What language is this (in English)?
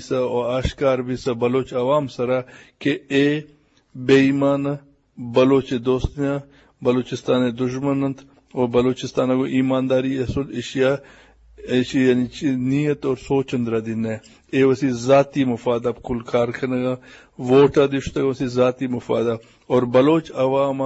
Eastern Balochi